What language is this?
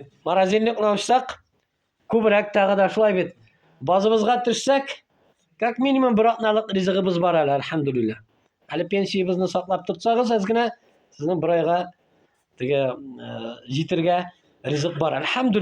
Tatar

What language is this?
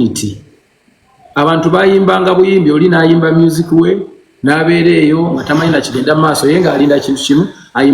Ganda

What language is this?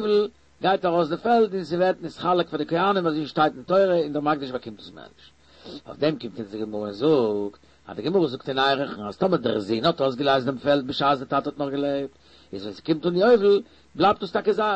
Yiddish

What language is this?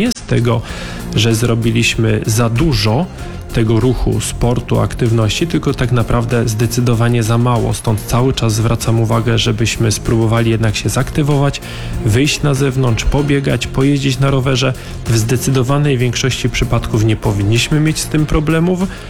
Polish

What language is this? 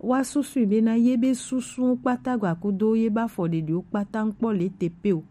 Gen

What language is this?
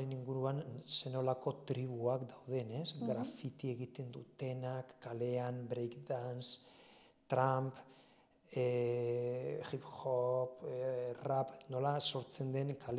Basque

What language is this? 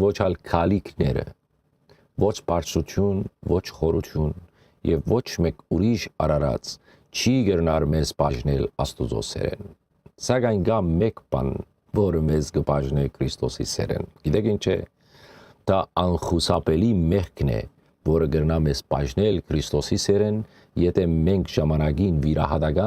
Western Armenian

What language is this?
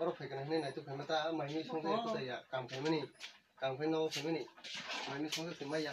Kok Borok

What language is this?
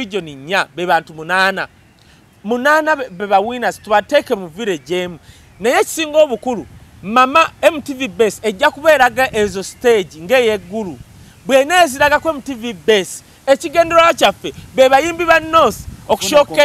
Ganda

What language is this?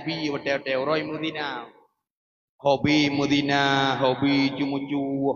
Achinese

